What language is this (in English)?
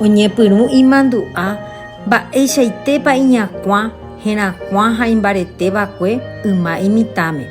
Guarani